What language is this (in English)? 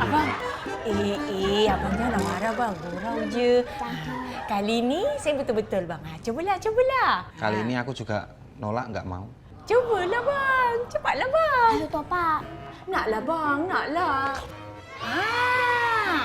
Betawi